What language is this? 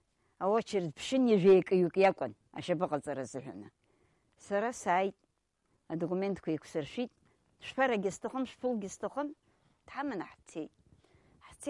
Abkhazian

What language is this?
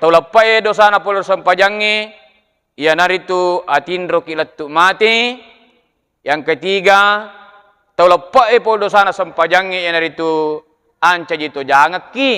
Buginese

